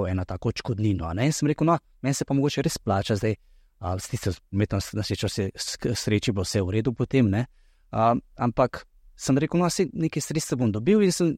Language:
Slovenian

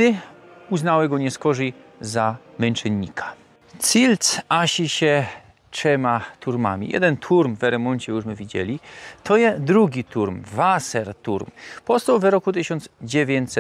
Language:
Silesian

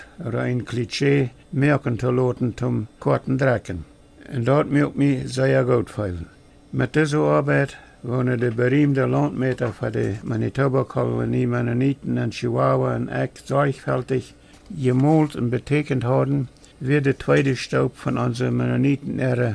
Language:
Plautdietsch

